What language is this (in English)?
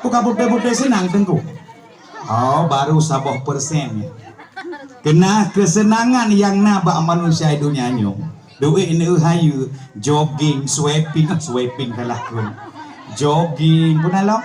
Achinese